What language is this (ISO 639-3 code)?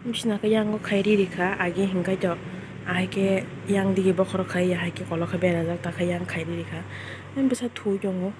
trp